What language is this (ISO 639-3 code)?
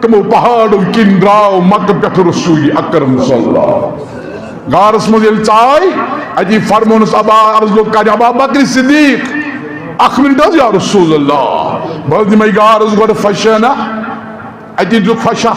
kas